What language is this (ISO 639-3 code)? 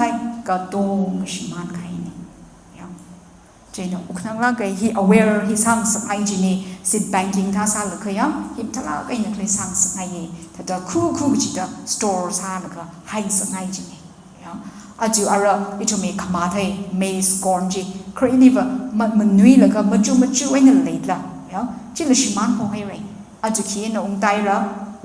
nmf